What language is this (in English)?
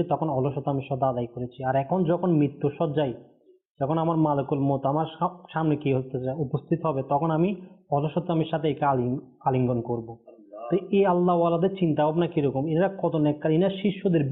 Bangla